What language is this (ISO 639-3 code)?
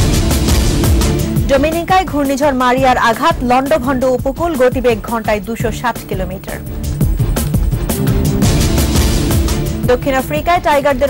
ben